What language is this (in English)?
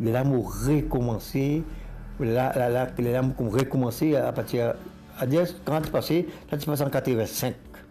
Morisyen